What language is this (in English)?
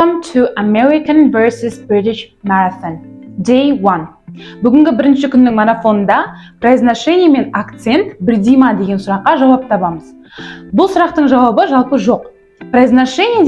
Kazakh